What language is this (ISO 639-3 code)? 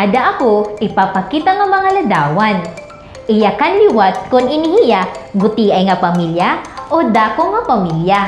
war